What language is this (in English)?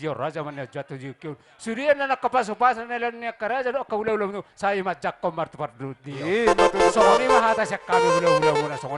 Batak Toba